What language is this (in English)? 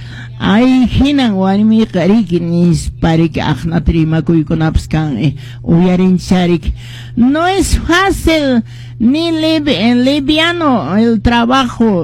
Quechua